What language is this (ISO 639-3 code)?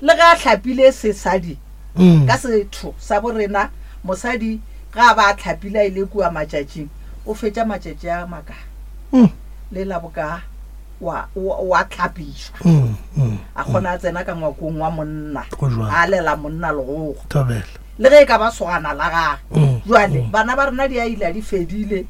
nso